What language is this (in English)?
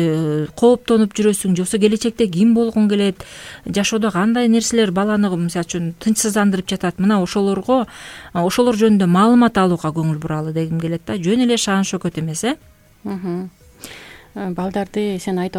Kyrgyz